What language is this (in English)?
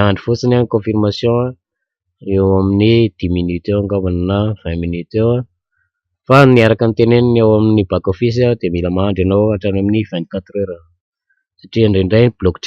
Malagasy